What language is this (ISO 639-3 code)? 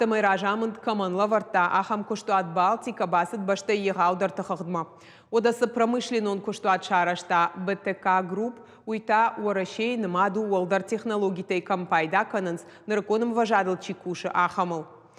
oss